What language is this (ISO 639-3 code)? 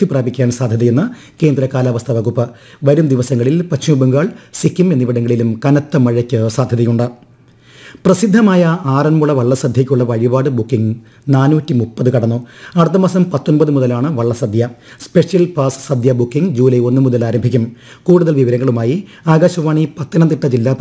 mal